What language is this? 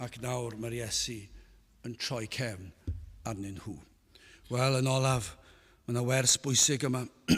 Welsh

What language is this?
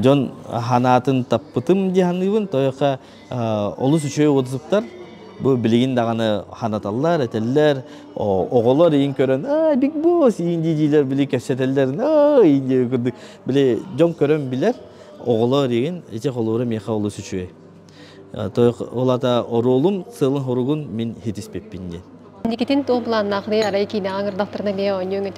Yakut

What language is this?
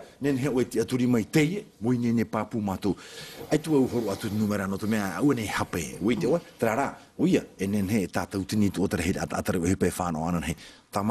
Tahitian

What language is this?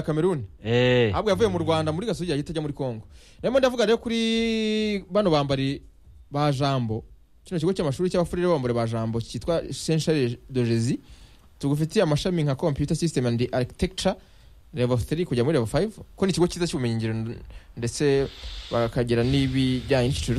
Kinyarwanda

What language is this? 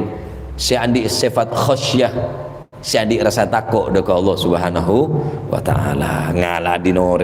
Madurese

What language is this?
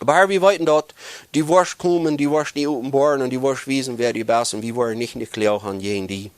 Plautdietsch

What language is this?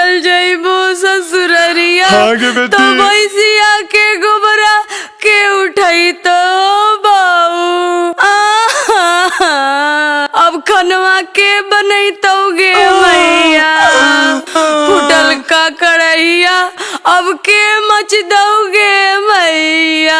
Magahi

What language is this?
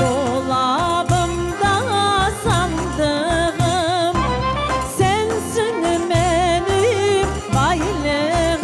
Crimean Tatar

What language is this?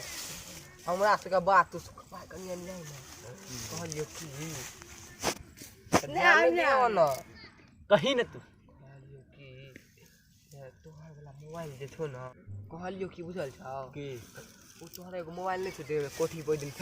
Maithili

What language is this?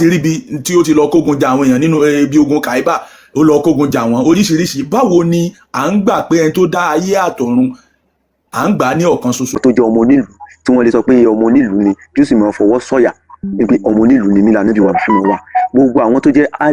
Yoruba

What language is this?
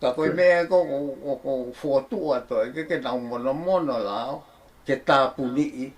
Tongan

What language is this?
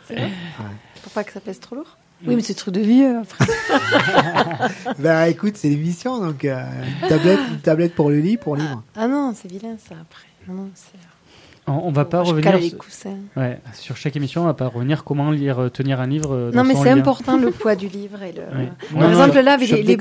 French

